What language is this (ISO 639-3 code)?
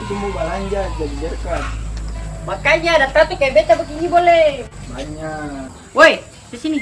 abs